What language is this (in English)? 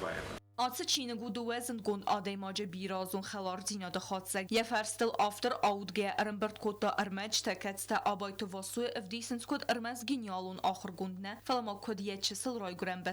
Ossetic